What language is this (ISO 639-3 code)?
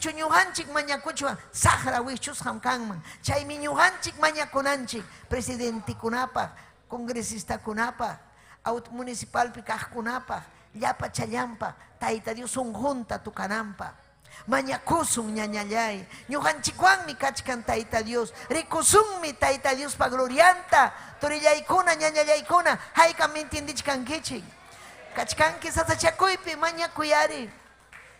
quy